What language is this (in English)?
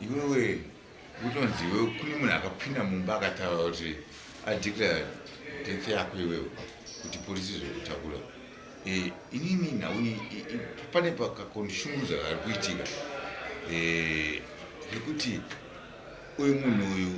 Shona